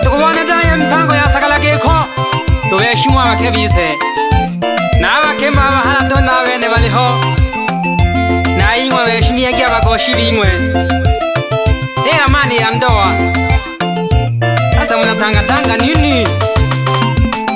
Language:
Swahili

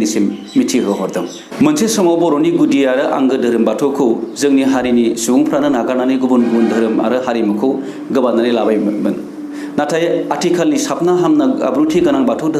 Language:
Bodo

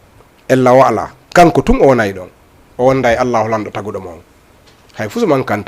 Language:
Fula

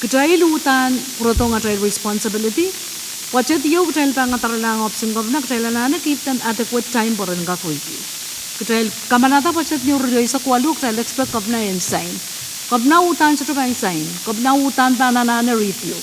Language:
Pohnpeian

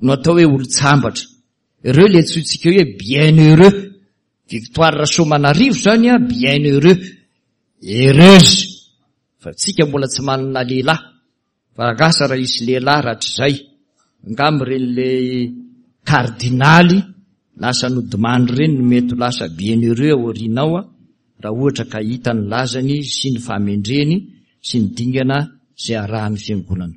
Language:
Malagasy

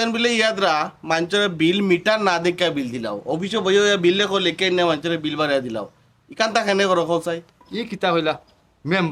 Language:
Sylheti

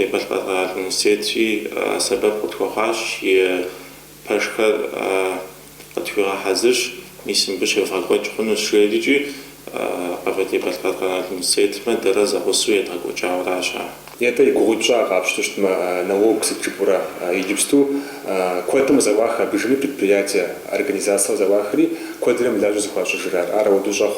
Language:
Kabardian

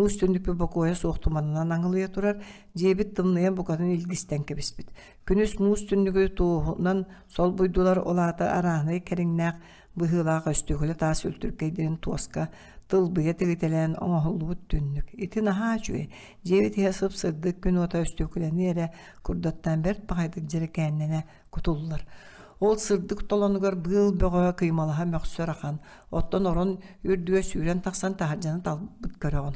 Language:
Yakut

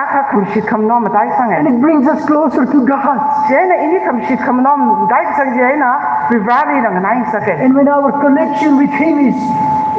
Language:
Tangkhul Naga (India)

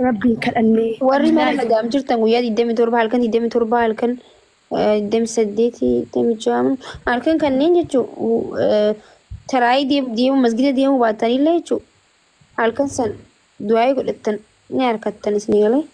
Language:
Oromo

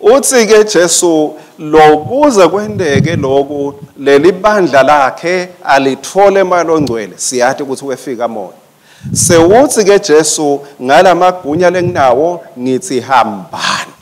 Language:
Swati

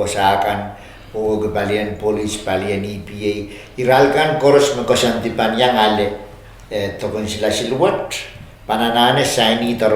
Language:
Pohnpeian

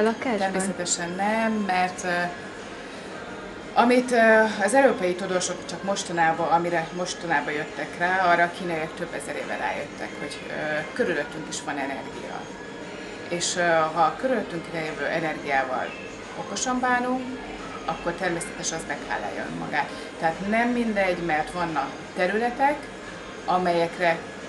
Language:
Hungarian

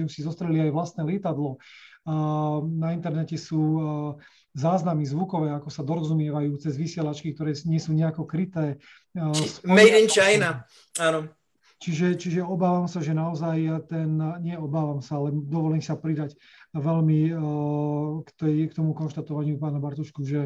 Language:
Slovak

